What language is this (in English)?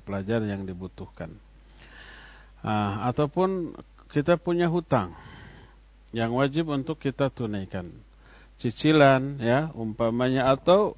Indonesian